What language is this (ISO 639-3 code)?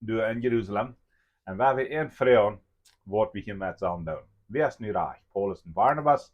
pdt